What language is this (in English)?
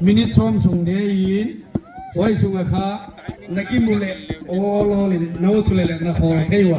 Tedim Chin